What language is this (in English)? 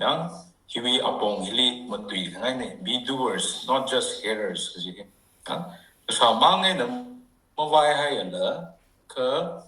Tangkhul Naga (India)